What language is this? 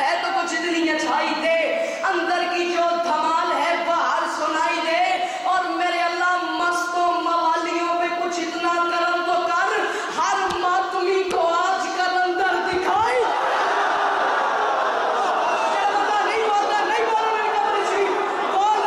Urdu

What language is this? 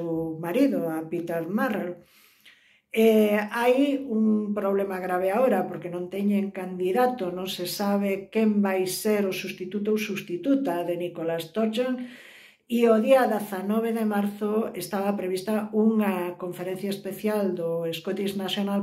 Galician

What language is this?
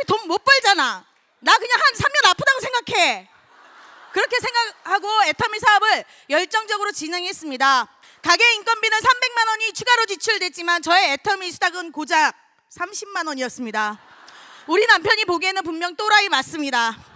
Korean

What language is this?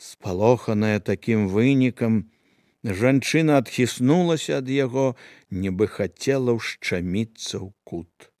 Belarusian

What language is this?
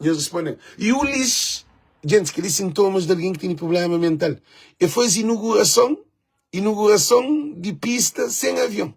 Kabuverdianu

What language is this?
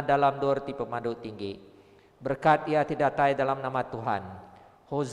Iban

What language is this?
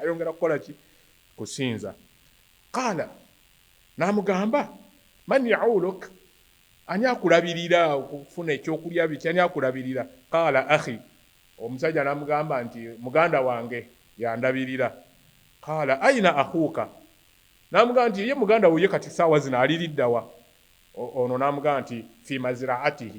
Ganda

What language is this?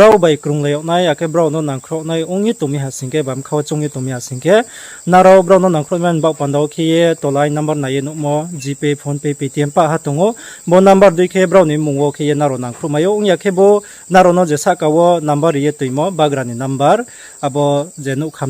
Riang (India)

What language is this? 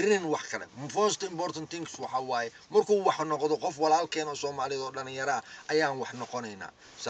Somali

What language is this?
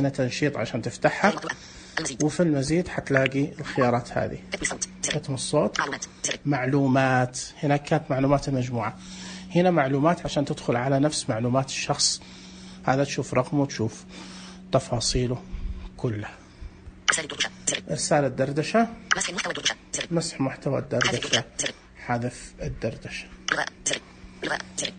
Najdi Arabic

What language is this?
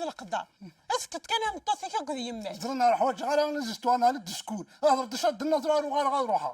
Kabyle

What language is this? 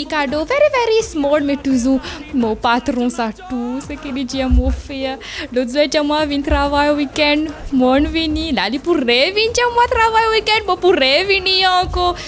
Morisyen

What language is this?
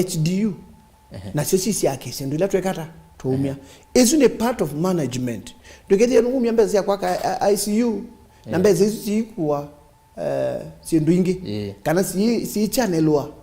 Kamba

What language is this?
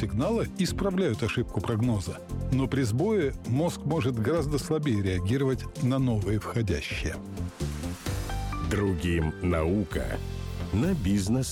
Russian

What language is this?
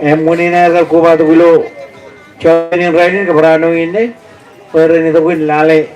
Marshallese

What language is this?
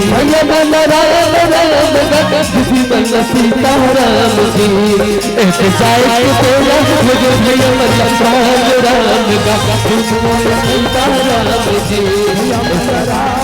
Chhattisgarhi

